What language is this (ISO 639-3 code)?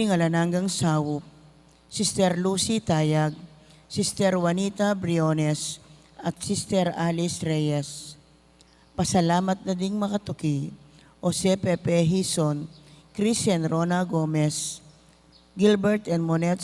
pam